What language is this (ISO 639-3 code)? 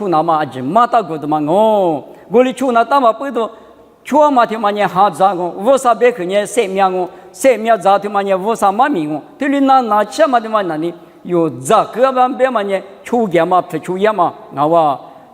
lis